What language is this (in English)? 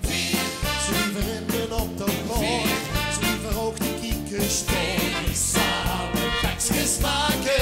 Limburgish